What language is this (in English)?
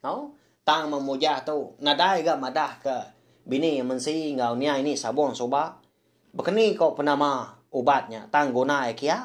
Iban